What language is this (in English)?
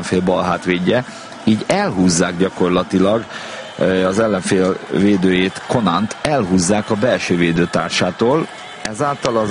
Hungarian